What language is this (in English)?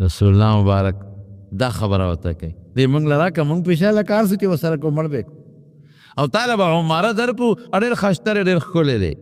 Pashto